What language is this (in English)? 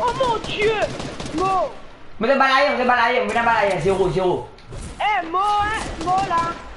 Morisyen